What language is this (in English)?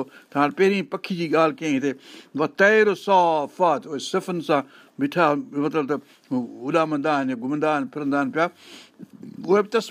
Sindhi